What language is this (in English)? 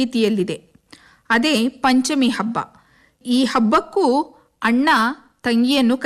Kannada